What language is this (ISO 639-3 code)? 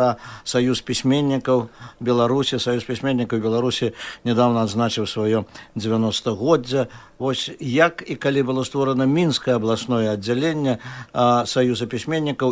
bel